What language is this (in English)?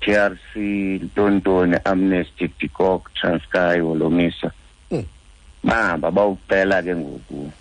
Xhosa